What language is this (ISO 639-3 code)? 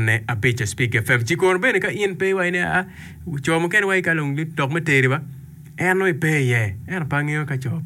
ach